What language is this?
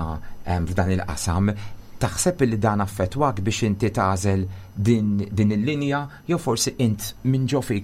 Maltese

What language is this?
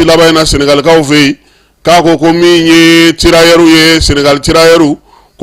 Bambara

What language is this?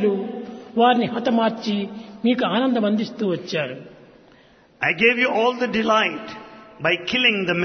Telugu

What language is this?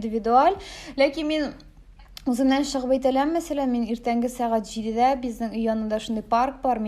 Tatar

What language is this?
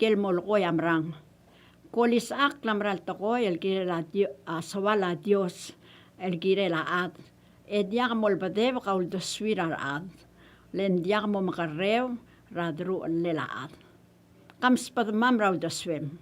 Palauan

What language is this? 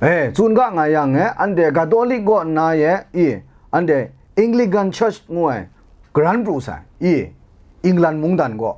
Kachin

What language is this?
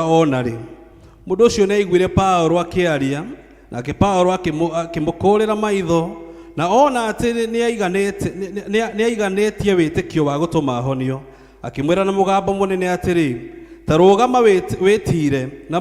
Kikuyu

